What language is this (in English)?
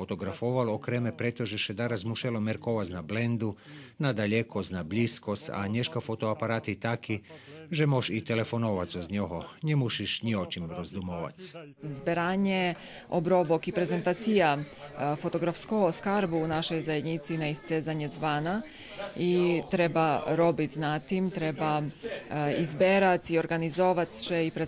Rusyn